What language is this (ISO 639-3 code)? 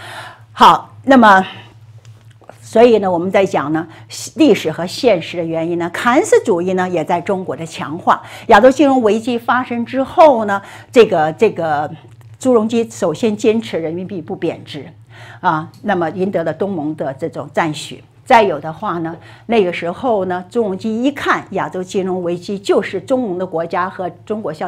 zho